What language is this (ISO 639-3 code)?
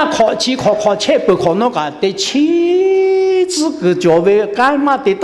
lhu